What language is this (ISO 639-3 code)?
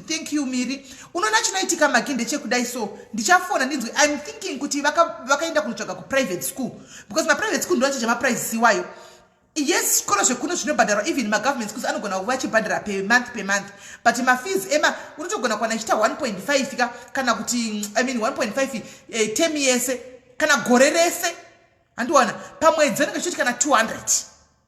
sna